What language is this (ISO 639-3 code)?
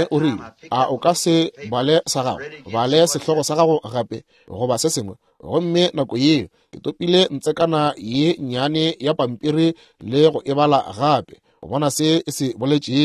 nso